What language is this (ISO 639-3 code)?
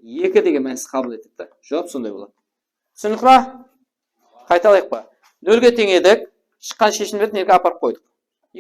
kaa